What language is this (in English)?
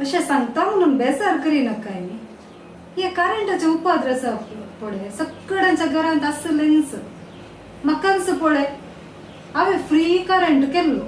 Konkani